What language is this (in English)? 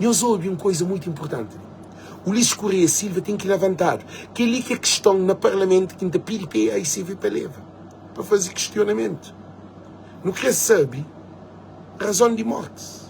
Kabuverdianu